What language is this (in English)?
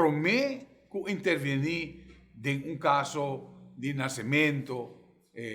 Papiamento